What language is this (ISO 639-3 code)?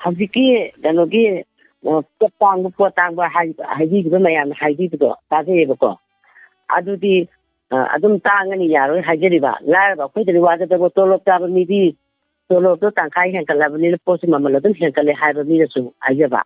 mni